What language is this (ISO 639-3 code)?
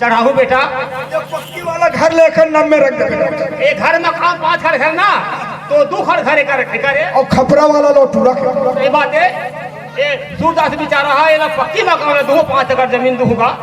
hne